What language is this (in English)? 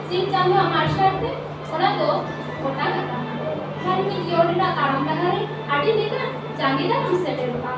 Santali